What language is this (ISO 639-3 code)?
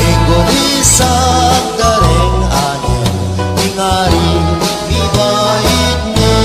pam